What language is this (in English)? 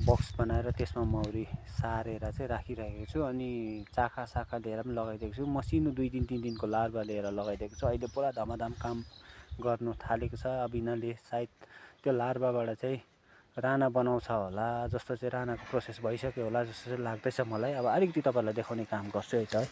Nepali